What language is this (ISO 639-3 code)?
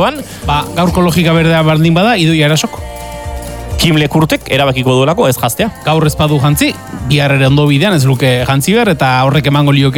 eus